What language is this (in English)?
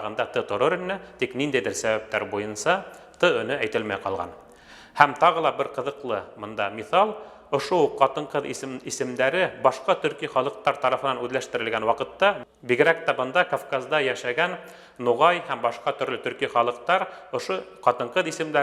Bashkir